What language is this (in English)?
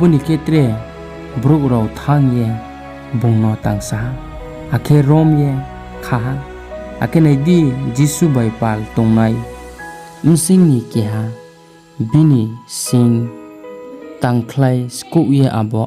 Riang (India)